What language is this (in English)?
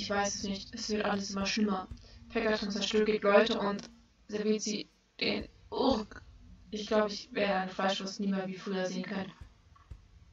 German